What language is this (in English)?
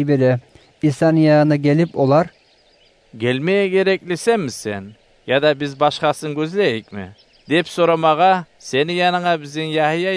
Kumyk